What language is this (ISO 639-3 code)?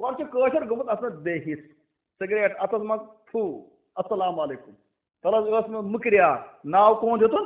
kas